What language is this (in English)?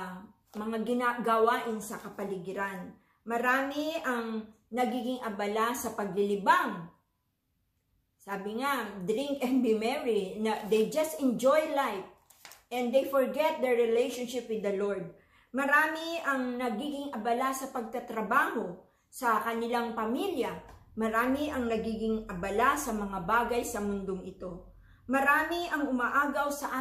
Filipino